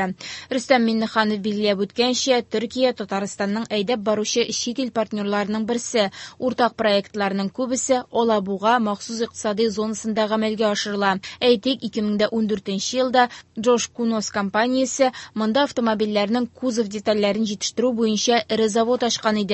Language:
Tatar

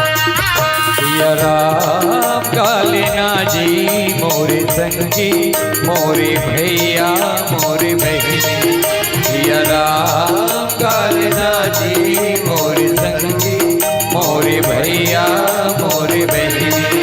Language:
Chhattisgarhi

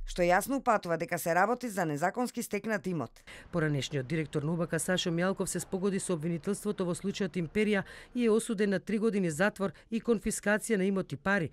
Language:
Macedonian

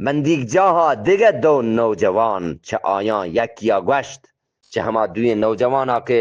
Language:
Eastern Balochi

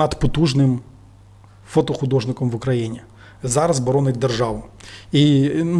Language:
Ukrainian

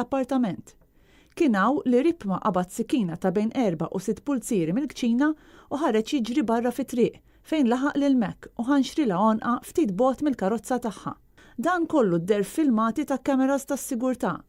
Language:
Maltese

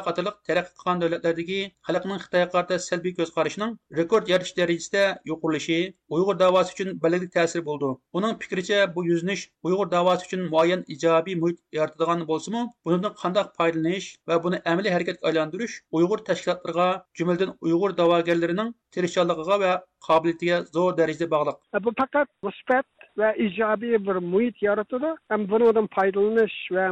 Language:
Uyghur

